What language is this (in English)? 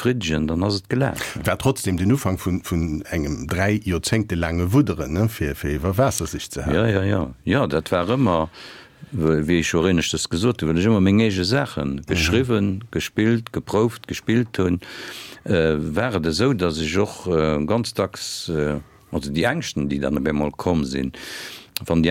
Luxembourgish